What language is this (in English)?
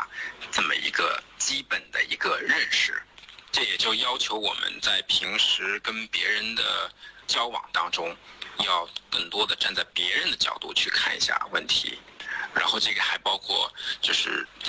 Chinese